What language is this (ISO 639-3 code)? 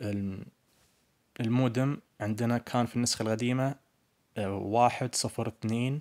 ars